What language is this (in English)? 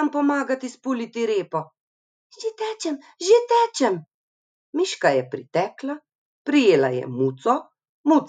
Slovenian